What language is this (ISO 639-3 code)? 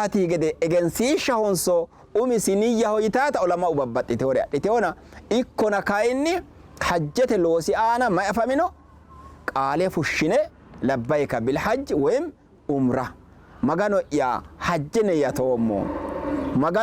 sid